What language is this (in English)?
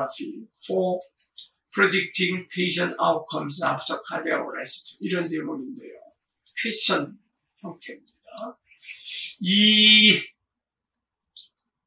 Korean